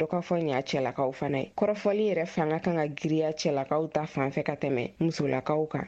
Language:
Bambara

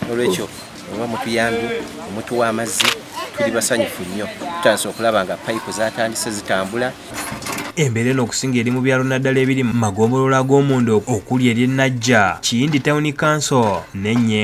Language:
Ganda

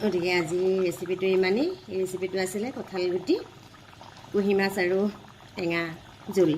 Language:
Assamese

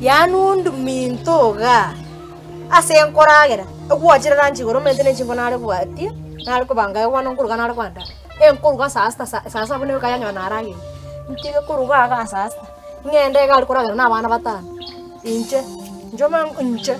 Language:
Gusii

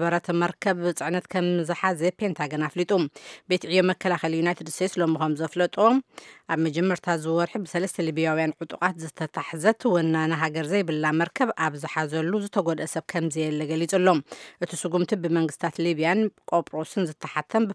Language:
Tigrinya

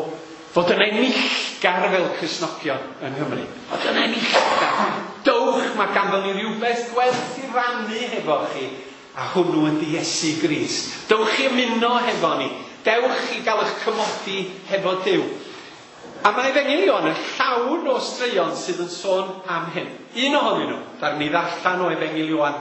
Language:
Welsh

